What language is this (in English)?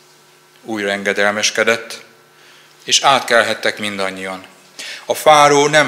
Hungarian